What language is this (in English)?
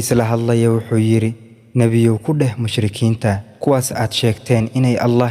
Somali